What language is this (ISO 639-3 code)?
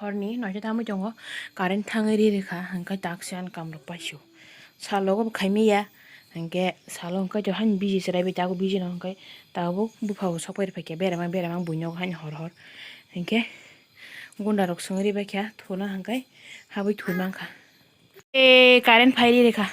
trp